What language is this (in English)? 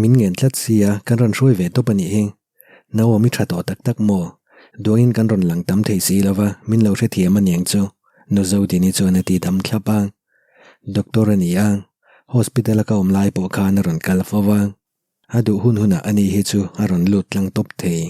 Mizo